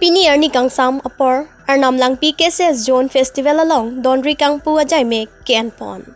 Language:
Karbi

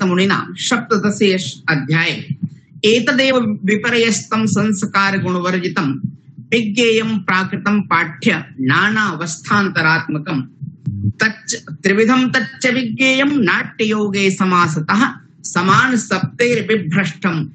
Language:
Sanskrit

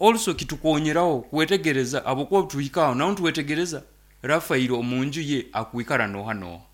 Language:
Nyoro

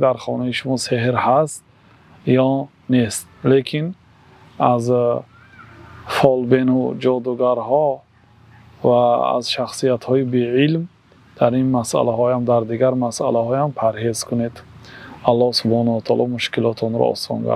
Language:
Tajik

